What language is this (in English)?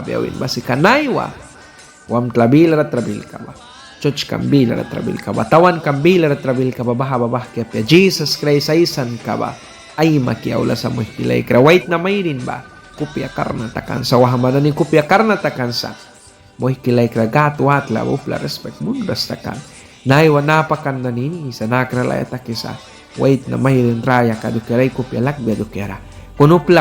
Mískito